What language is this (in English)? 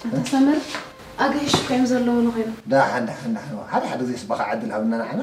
Tigrinya